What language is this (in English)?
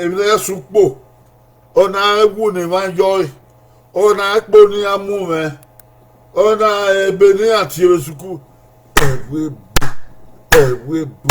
Bini